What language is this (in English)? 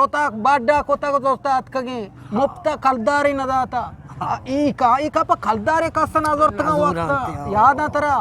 Eastern Balochi